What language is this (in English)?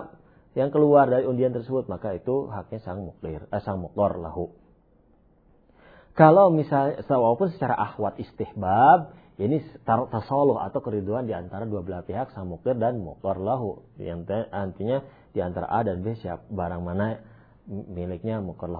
Indonesian